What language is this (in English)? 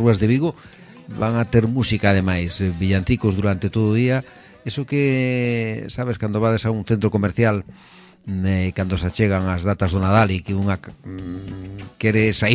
Galician